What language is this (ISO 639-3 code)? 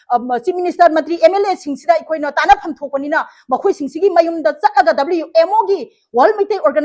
mni